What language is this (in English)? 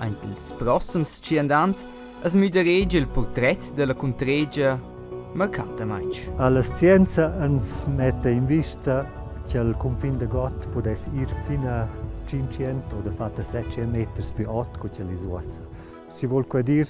Romansh